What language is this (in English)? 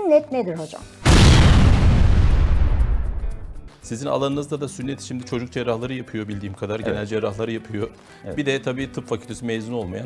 Turkish